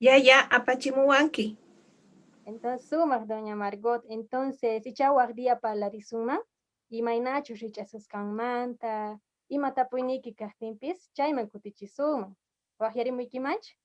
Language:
Quechua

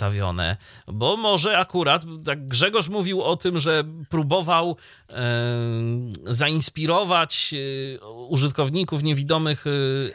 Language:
Polish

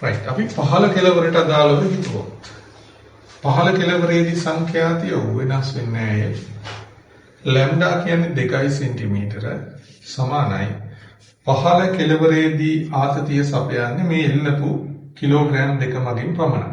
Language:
Sinhala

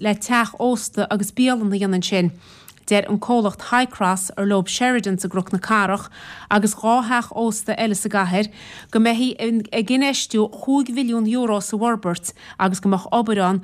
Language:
Irish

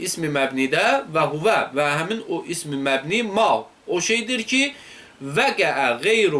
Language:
Azerbaijani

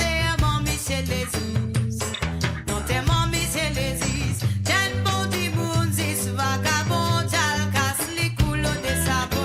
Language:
Morisyen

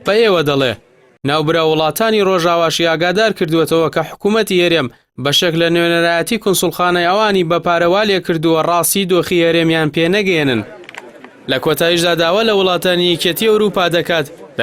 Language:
Central Kurdish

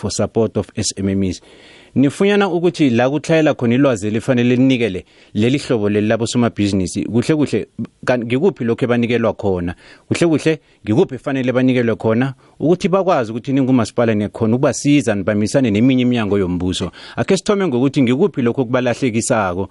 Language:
South Ndebele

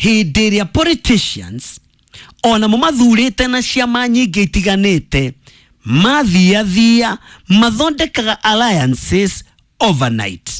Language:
Kikuyu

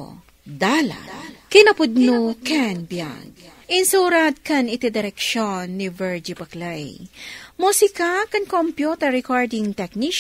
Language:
Iloko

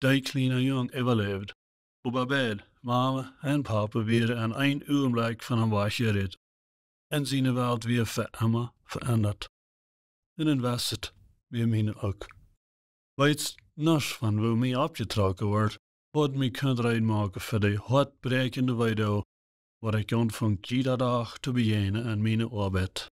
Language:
Plautdietsch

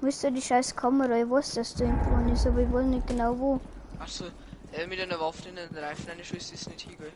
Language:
Bavarian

